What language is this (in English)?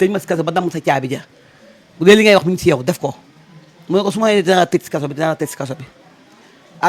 Wolof